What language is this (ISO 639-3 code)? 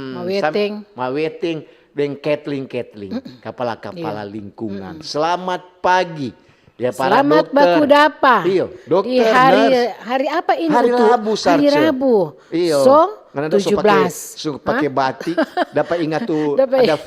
xmm